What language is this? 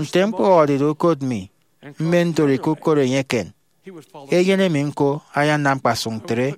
Efik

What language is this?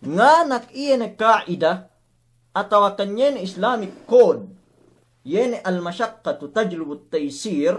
Yakan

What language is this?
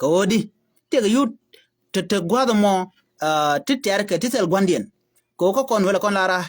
Nuer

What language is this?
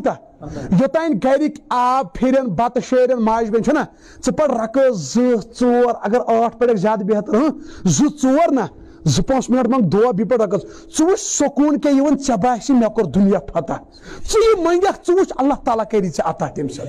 Kashmiri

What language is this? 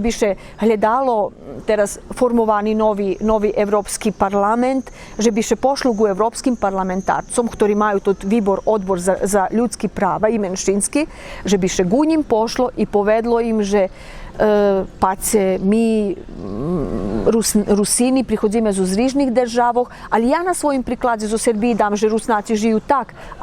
Rusyn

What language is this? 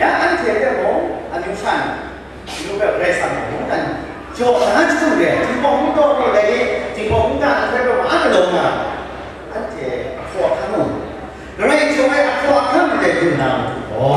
Kachin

